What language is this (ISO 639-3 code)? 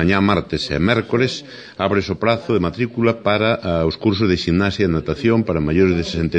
glg